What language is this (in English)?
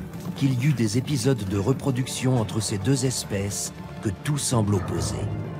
French